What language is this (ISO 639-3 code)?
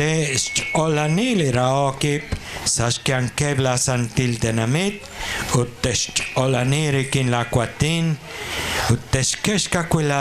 kek